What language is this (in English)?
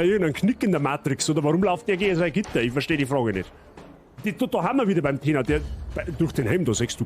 Bavarian